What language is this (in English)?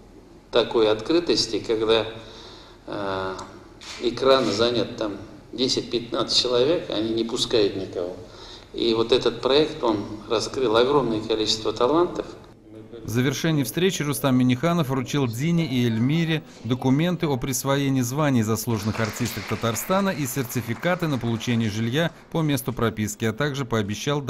Russian